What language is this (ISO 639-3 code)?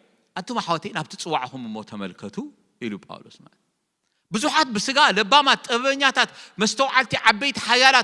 tir